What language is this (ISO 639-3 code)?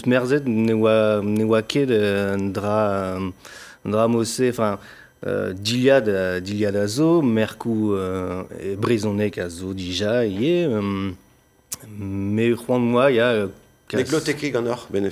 bre